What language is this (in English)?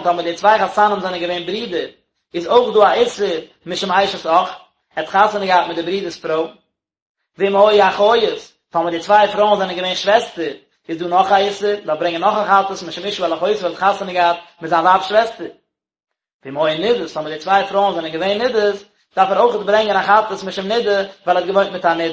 Yiddish